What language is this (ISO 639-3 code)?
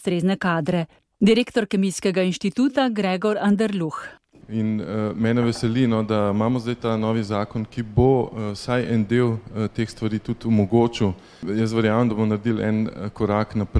slv